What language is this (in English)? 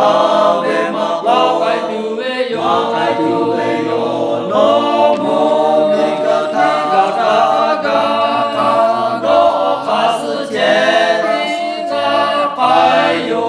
Lahu